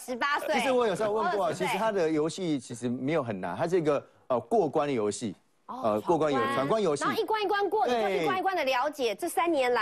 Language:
Chinese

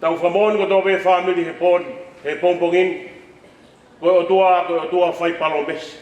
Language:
Tongan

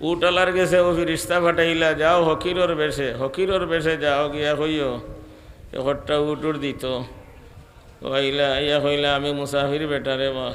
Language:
Sylheti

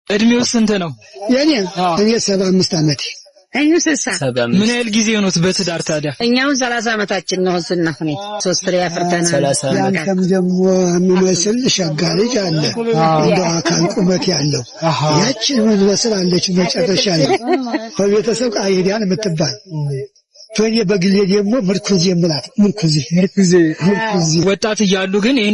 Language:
Amharic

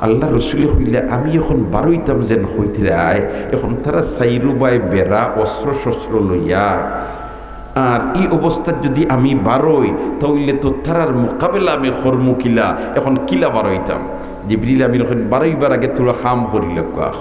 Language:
Sylheti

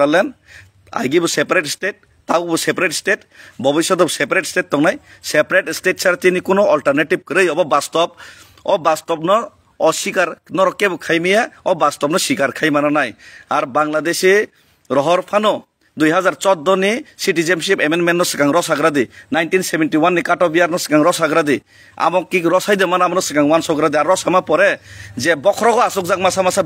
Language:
Kok Borok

